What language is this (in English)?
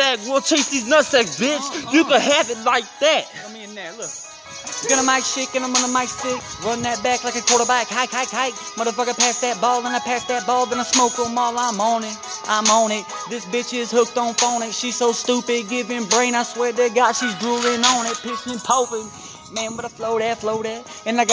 English